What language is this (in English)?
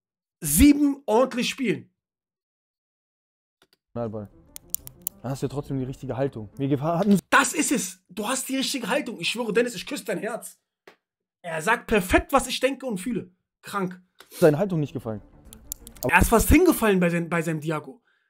German